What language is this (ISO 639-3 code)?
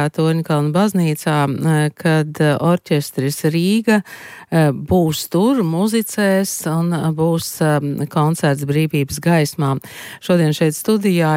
lav